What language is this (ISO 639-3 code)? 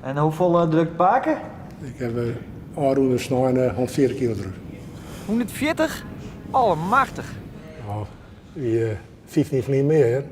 fry